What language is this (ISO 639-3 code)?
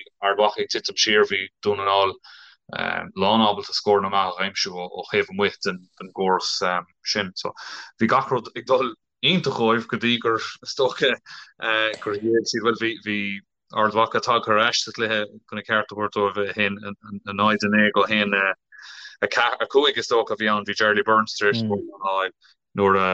gle